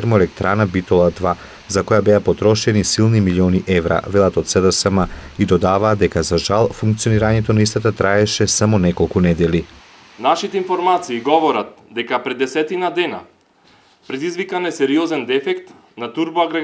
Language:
Macedonian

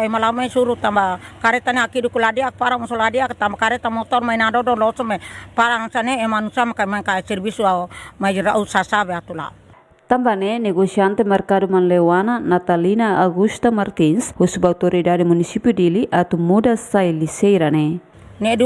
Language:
Tetum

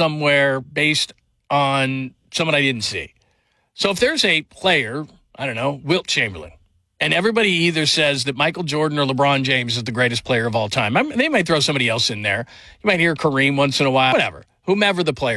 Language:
English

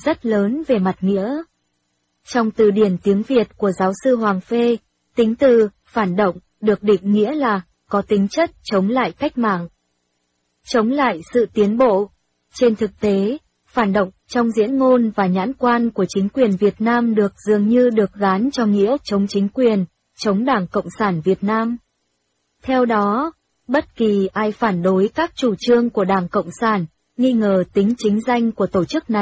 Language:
Vietnamese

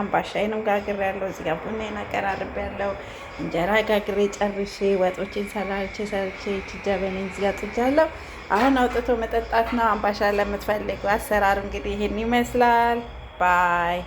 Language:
Amharic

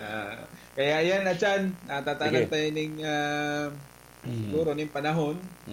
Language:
Bikol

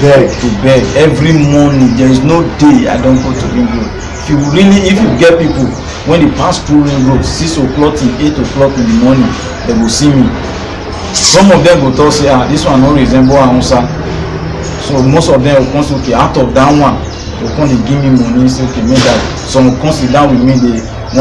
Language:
Nigerian Pidgin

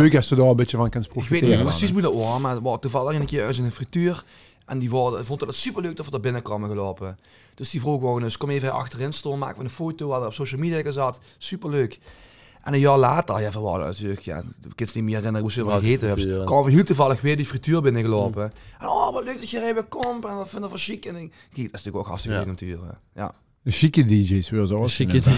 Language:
Limburgish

